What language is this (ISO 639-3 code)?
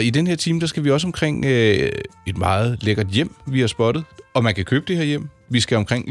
dan